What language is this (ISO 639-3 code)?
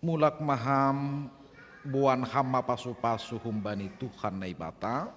bts